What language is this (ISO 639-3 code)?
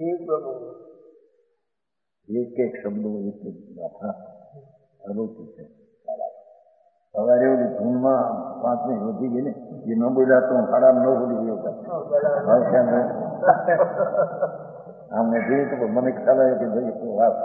guj